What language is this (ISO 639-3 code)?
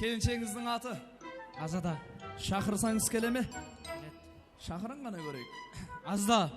kaa